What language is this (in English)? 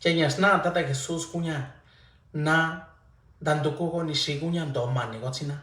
Mixtepec Mixtec